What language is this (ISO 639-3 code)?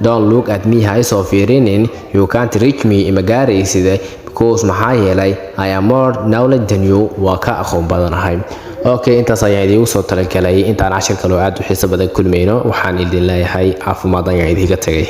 som